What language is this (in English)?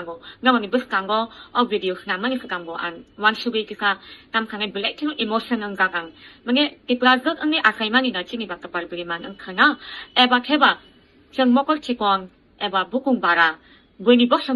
Kok Borok